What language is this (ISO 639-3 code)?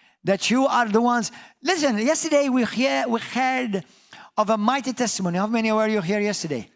eng